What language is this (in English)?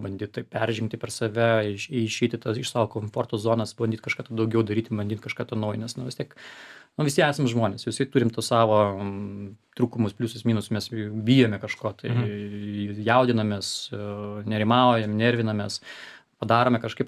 Lithuanian